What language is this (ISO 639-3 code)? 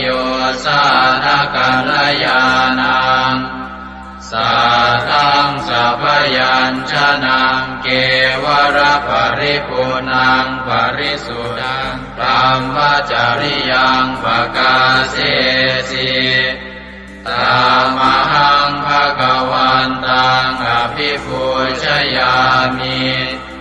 pli